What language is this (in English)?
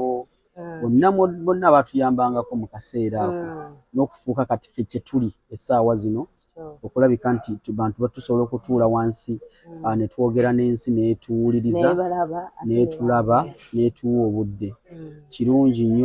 Ganda